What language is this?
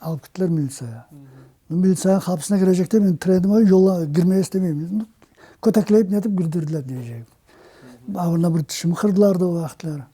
Crimean Tatar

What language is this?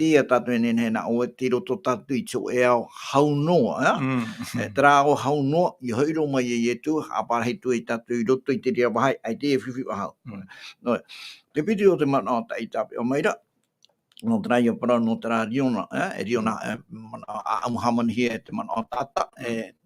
Tahitian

